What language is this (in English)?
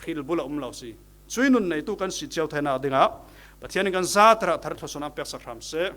Falam Chin